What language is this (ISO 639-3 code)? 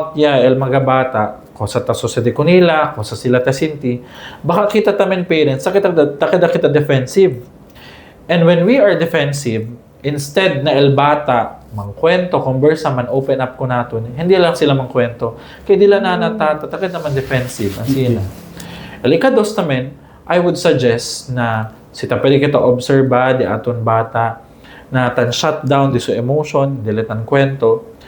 cbk